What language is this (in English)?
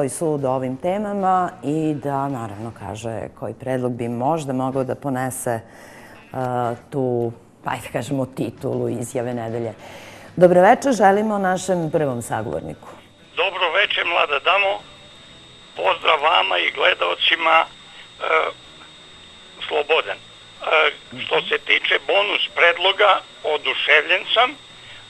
Serbian